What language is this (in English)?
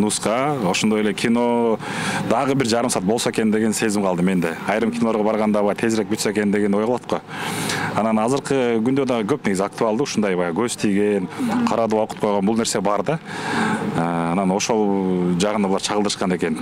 Kyrgyz